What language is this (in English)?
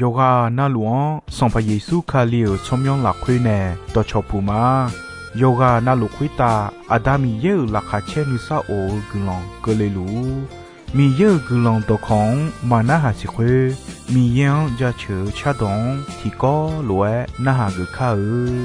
Akha